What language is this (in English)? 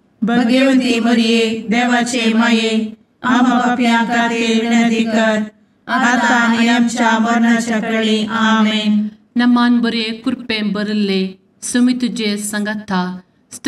Konkani